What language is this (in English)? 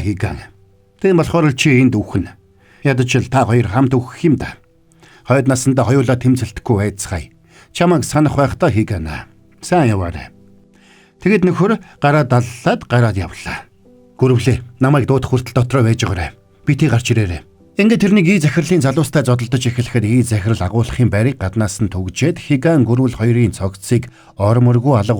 Mongolian